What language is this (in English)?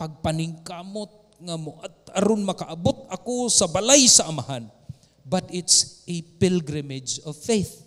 Cebuano